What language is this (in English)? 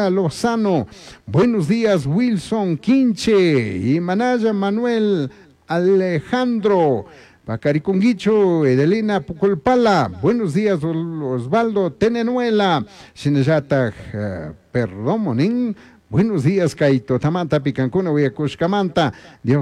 Chimborazo Highland Quichua